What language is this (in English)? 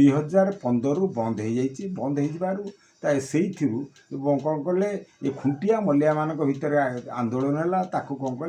Odia